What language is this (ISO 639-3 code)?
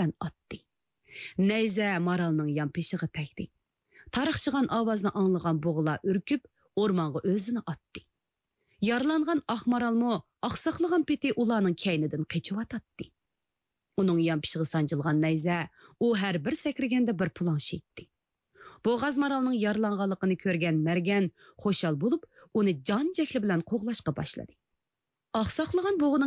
uig